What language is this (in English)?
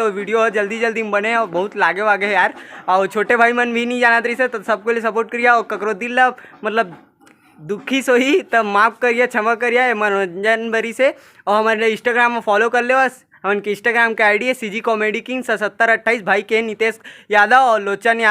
Chhattisgarhi